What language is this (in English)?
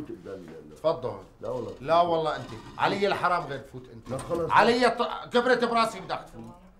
North Levantine Arabic